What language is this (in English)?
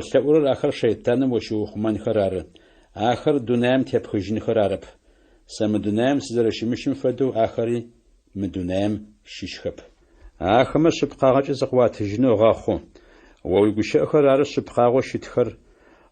Adyghe